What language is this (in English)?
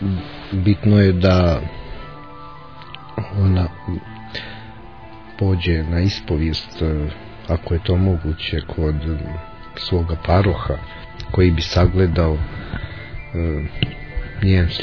Croatian